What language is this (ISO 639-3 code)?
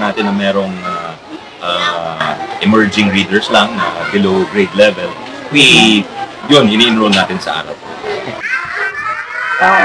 fil